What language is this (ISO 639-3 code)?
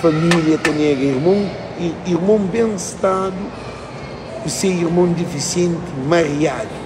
kea